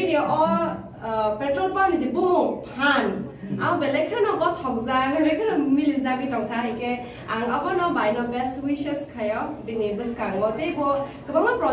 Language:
Kok Borok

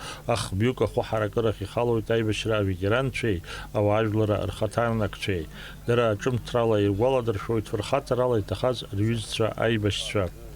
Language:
Abkhazian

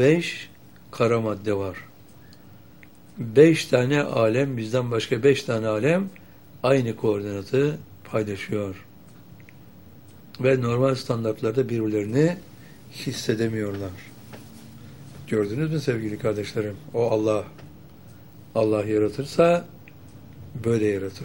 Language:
Turkish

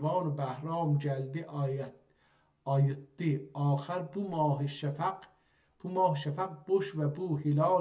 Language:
South Azerbaijani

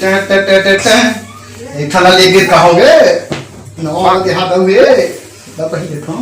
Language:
Chhattisgarhi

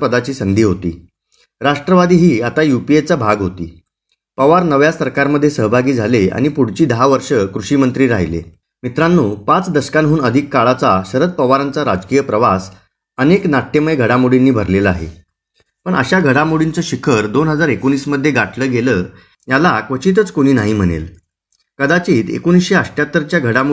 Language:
Marathi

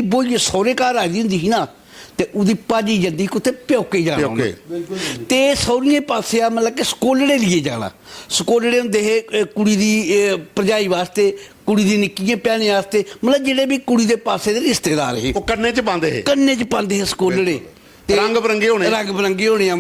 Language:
Dogri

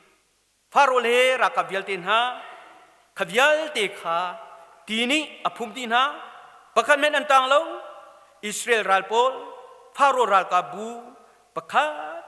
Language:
Hakha Chin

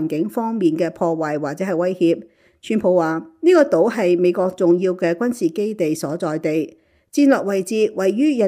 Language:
Cantonese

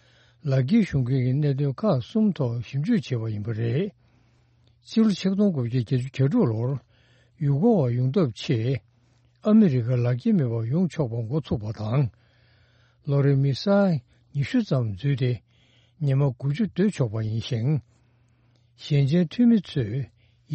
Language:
Tibetan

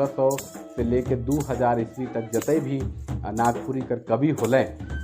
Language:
Sadri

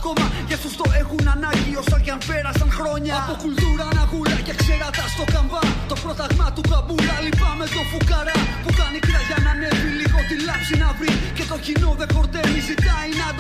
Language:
Greek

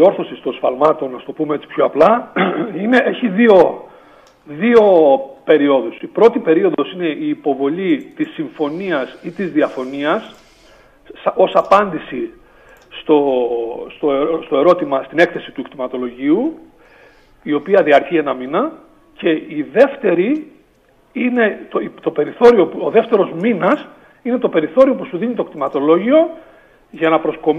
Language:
Greek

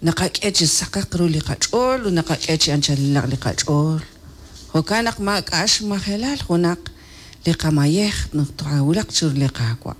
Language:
Kekchí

